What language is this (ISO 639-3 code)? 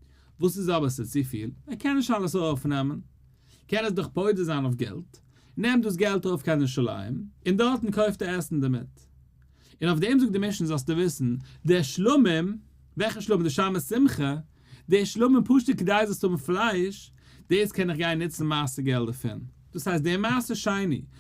yid